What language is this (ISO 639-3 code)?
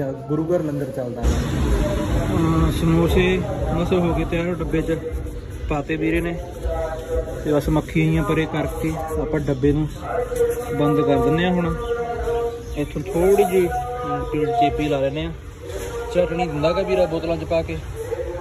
pan